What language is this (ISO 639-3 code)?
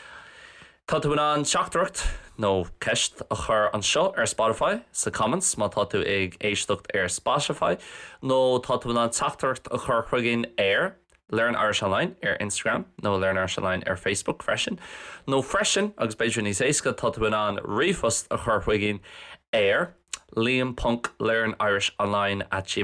gle